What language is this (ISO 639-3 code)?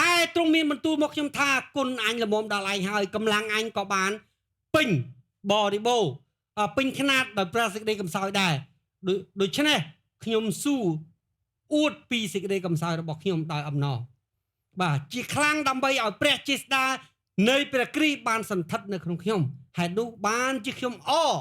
khm